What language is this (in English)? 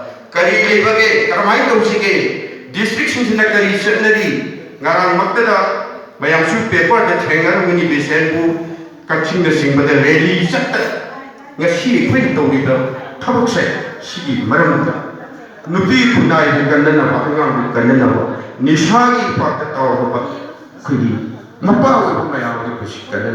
Manipuri